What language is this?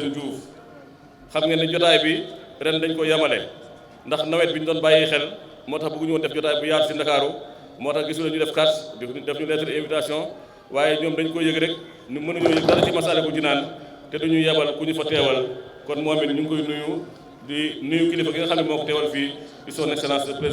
Wolof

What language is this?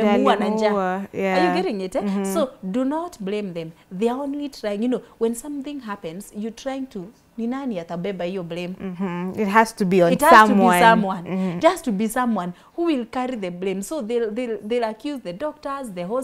English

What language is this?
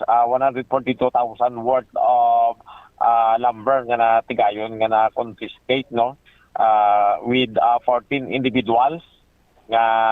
Hiligaynon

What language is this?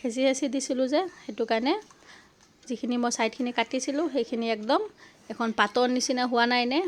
Assamese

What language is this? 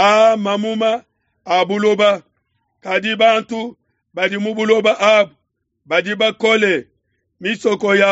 Luba-Lulua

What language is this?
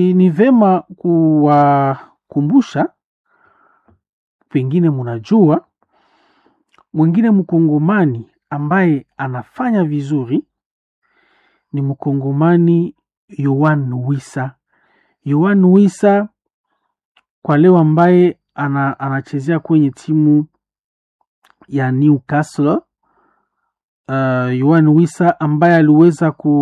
Swahili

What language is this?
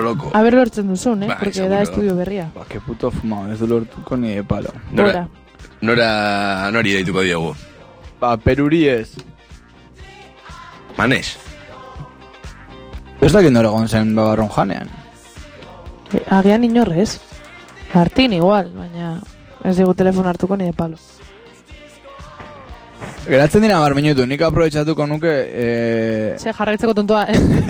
Basque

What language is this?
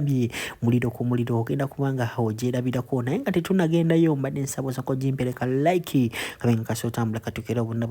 Ganda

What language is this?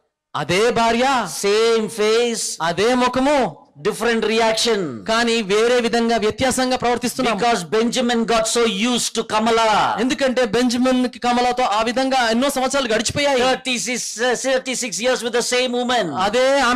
Telugu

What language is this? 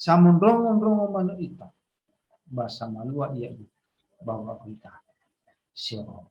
Nias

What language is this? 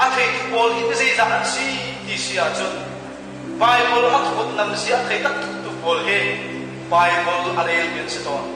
Hakha Chin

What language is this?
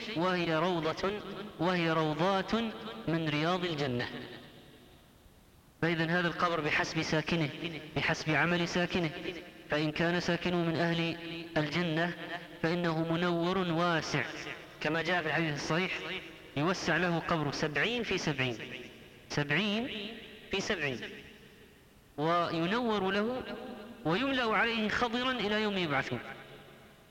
Arabic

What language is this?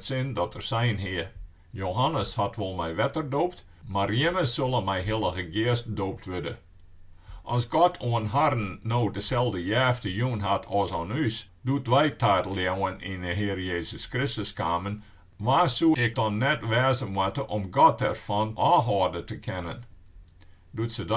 Western Frisian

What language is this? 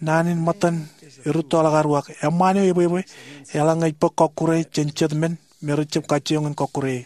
Marshallese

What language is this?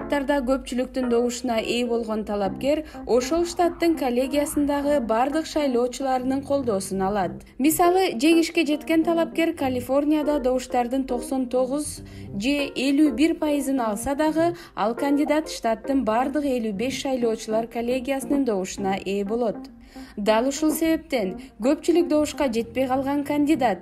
Kyrgyz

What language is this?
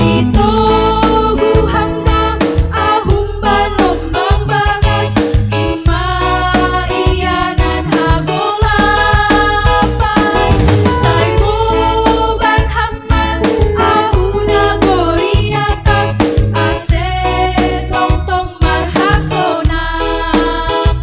Batak Simalungun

